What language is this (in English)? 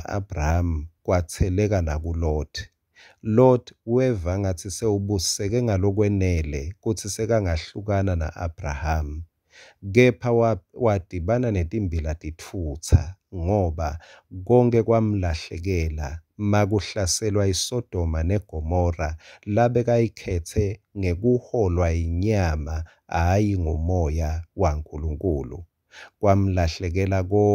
Swati